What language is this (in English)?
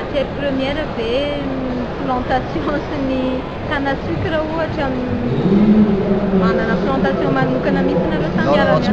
Malagasy